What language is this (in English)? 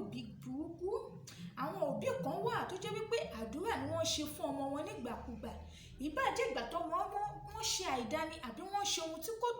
Yoruba